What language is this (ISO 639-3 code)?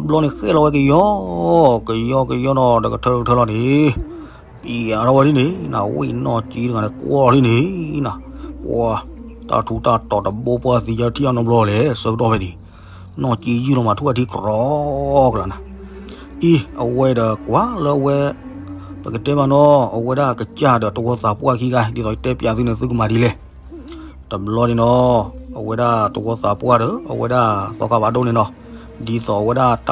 ksw